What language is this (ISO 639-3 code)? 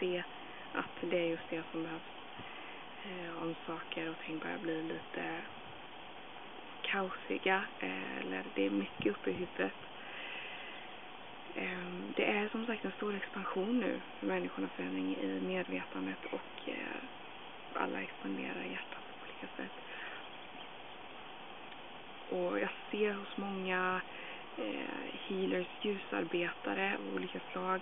swe